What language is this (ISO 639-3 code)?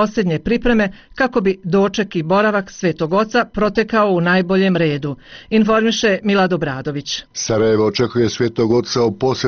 bos